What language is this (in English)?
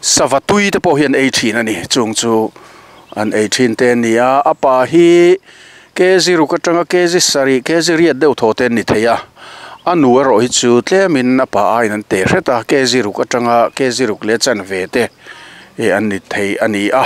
Mizo